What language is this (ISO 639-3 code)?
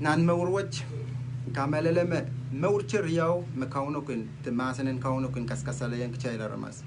pon